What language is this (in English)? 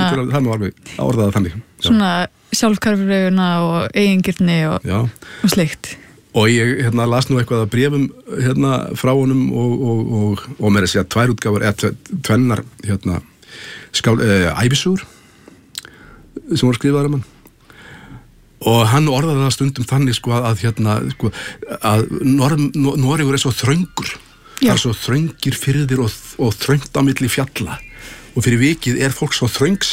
Icelandic